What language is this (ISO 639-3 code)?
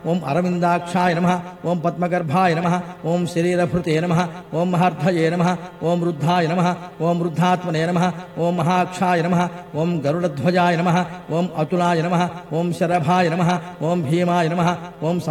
tel